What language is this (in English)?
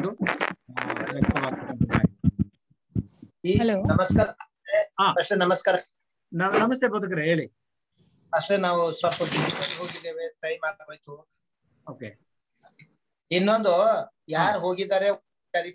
Kannada